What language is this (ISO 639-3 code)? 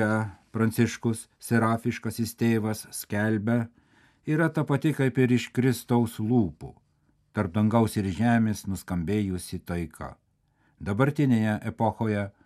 lit